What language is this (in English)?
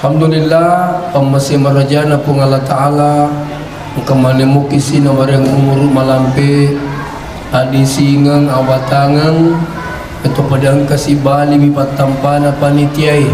Buginese